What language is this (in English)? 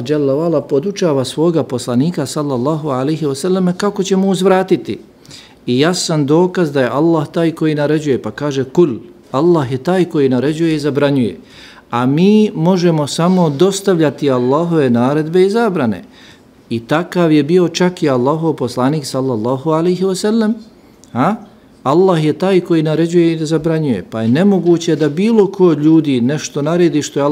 Bosnian